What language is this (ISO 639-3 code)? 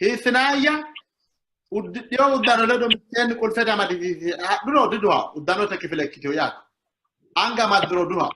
sid